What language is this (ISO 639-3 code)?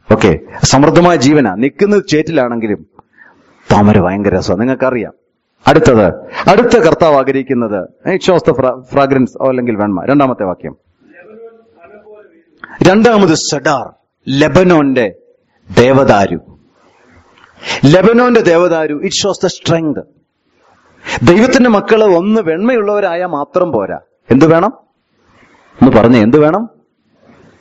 mal